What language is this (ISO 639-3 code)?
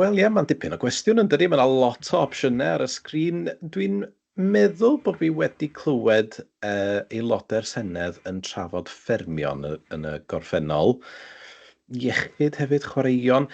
cym